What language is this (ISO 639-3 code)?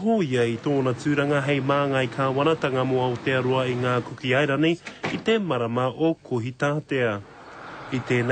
mri